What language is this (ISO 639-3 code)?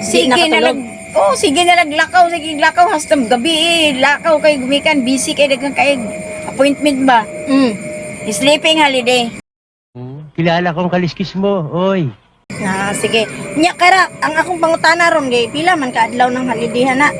ceb